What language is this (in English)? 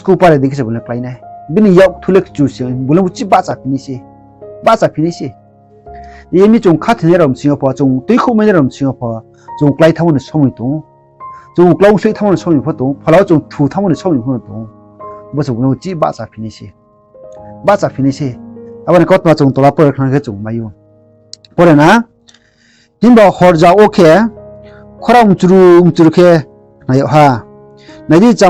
Riang (India)